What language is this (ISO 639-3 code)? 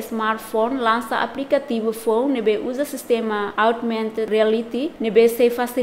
tet